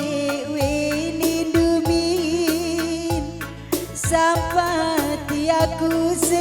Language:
Batak Karo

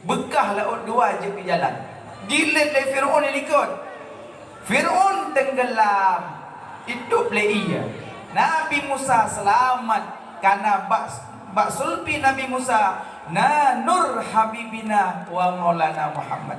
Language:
Achinese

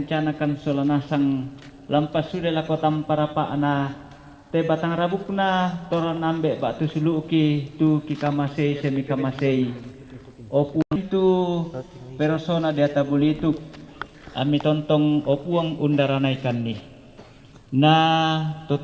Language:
Toraja-Sa'dan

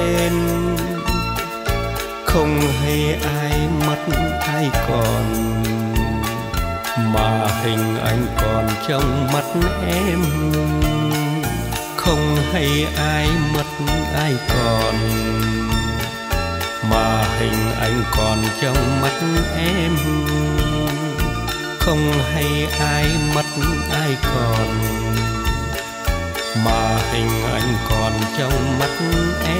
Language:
Vietnamese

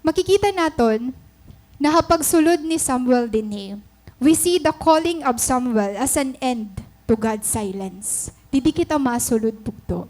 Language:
Waray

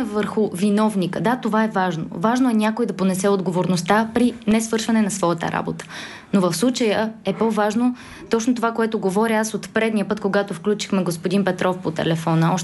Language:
Bulgarian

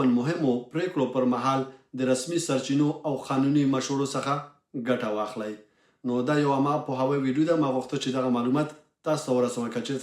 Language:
Pashto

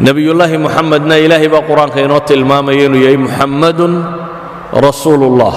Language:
Somali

